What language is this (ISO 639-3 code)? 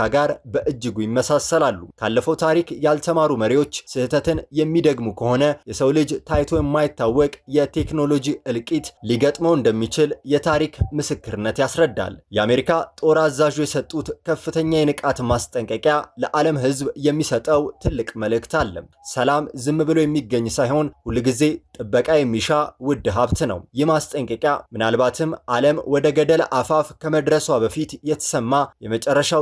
amh